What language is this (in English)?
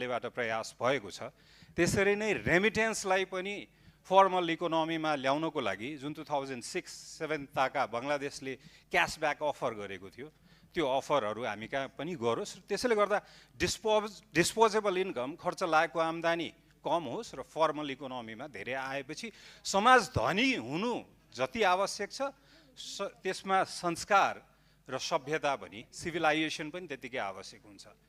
Nepali